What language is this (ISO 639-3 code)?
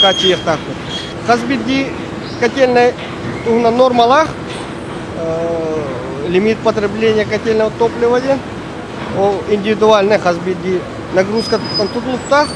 sah